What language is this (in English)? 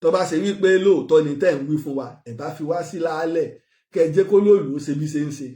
Yoruba